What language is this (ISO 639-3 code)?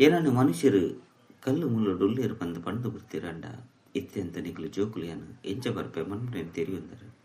tcy